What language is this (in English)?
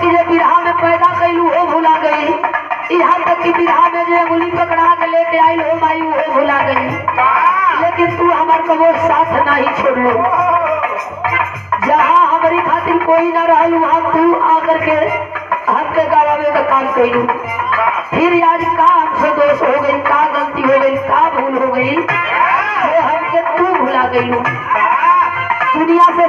Bhojpuri